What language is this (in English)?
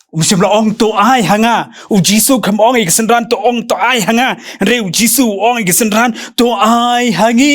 Khasi